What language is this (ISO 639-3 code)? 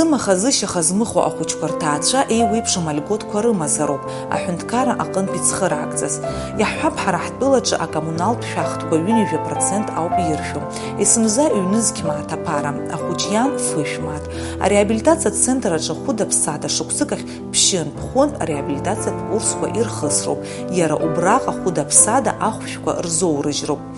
abk